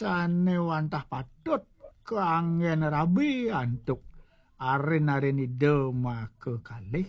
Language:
Balinese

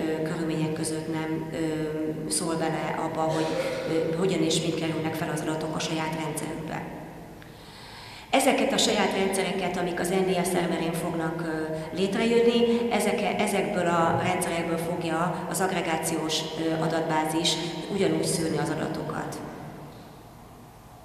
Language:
Hungarian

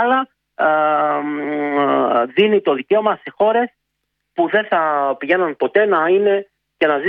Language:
Greek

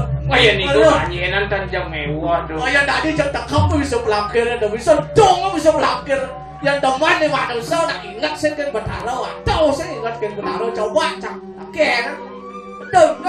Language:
Balinese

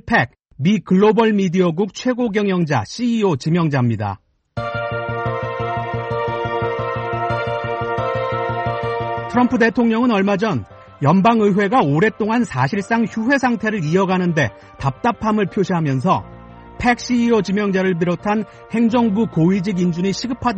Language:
Korean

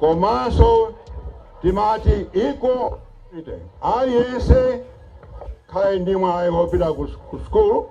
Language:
Nyanja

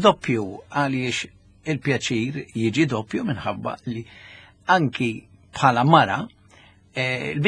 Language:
Maltese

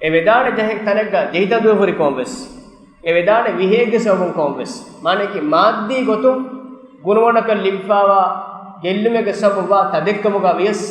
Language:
Divehi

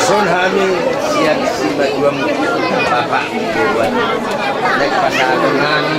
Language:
Batak Toba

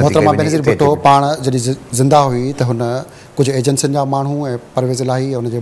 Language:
Sindhi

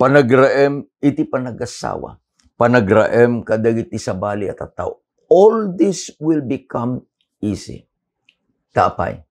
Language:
Iloko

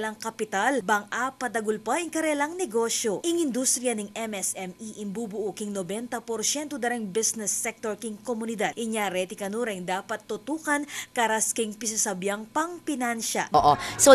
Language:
Pampanga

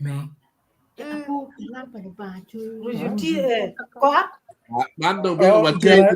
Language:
Acoli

